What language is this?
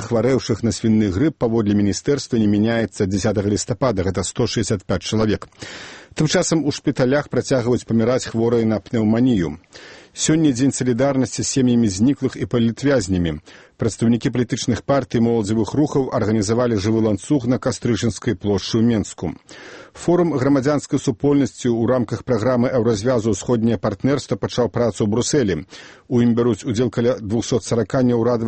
Belarusian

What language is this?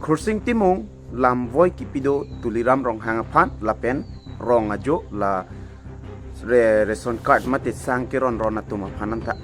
Karbi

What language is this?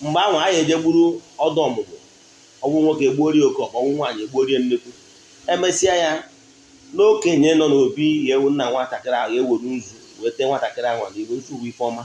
Igbo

